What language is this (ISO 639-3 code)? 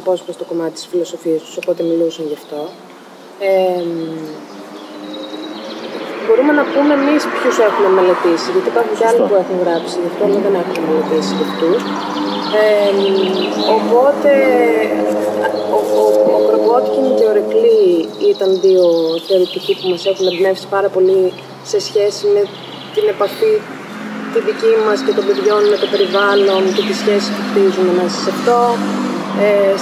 ell